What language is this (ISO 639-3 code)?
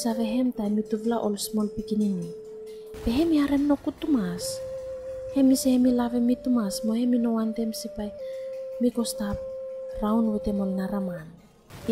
bis